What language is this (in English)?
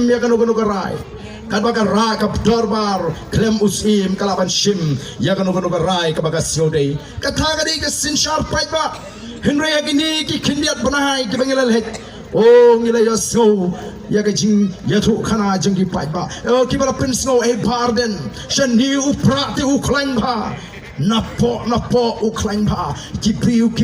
Khasi